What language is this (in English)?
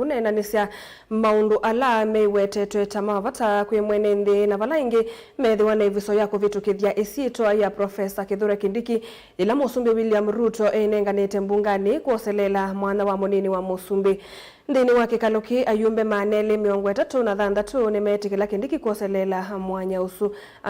Kamba